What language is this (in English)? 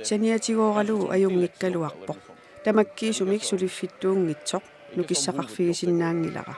Kalaallisut